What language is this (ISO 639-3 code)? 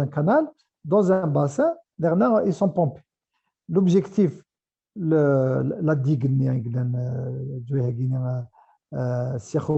kab